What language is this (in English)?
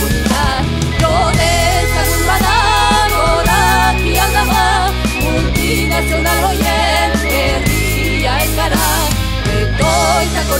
Basque